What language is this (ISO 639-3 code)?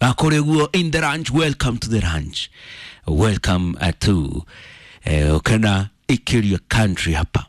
kik